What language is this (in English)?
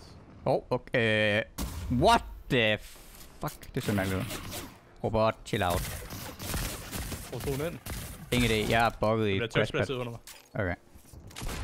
Danish